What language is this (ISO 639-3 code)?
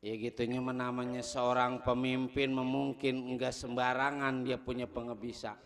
bew